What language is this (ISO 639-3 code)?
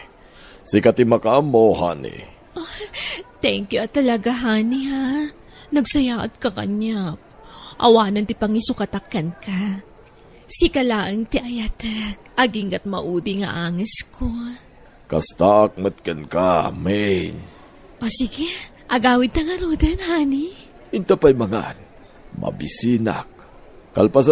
ilo